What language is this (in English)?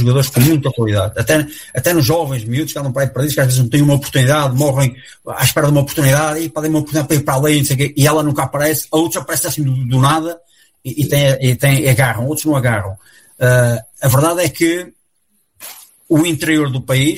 Portuguese